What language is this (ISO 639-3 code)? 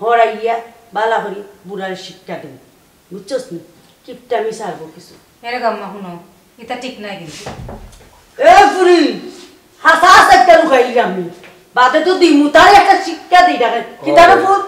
syl